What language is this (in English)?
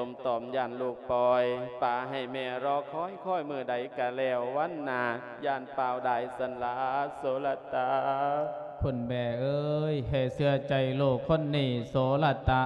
Lao